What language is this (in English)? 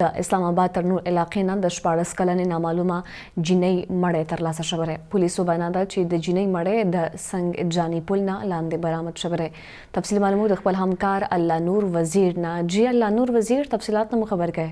Pashto